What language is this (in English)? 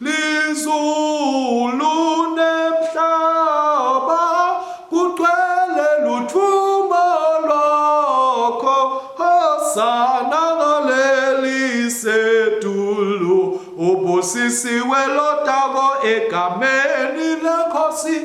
Swati